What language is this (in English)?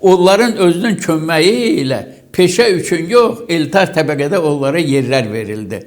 Azerbaijani